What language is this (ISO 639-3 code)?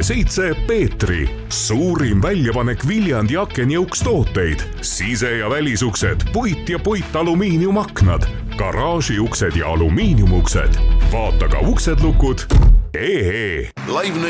est